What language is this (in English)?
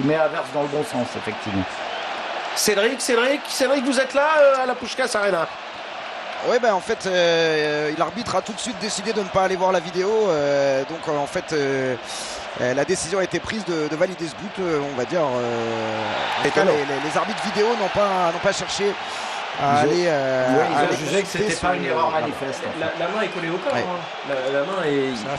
French